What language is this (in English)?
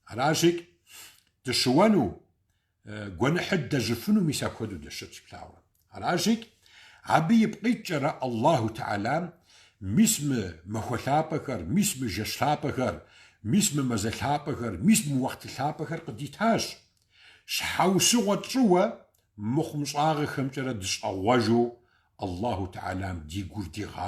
Kabardian